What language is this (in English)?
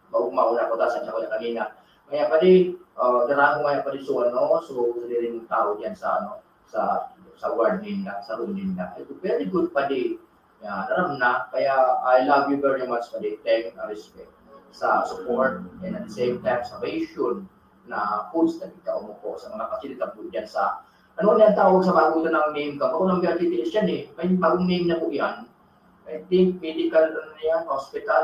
Bikol